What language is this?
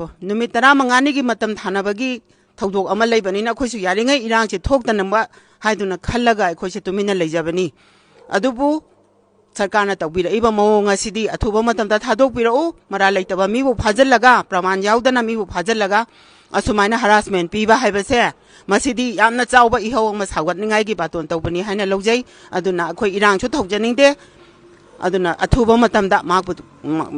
Manipuri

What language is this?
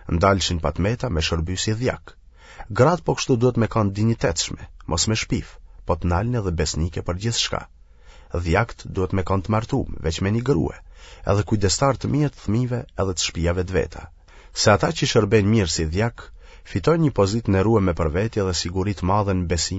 Albanian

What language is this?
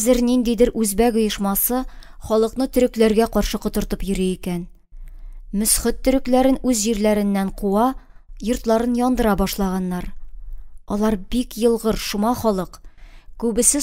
Tatar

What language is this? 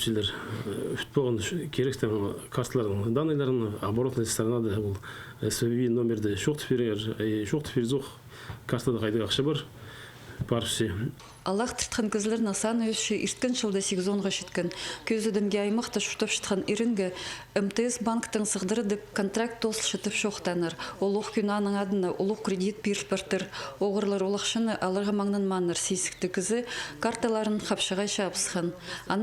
Khakas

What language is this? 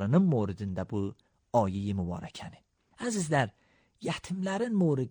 Azerbaijani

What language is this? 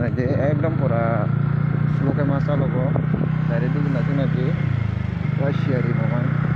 Kok Borok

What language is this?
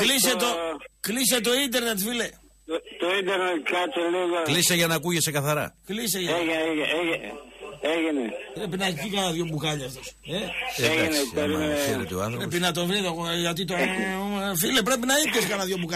Greek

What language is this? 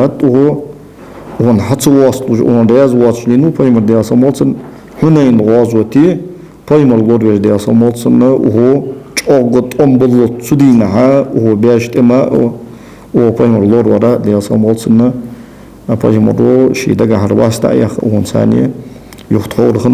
Ingush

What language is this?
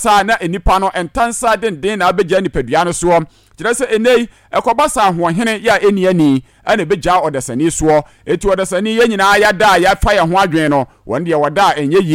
Akan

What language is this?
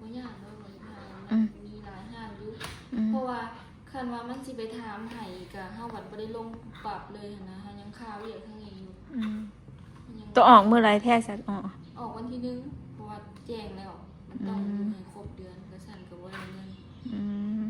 Northeastern Thai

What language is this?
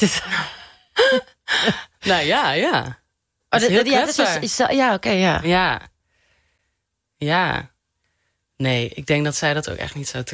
Dutch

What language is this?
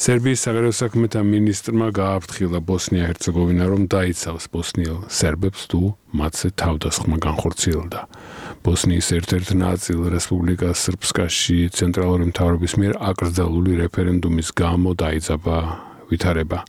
Georgian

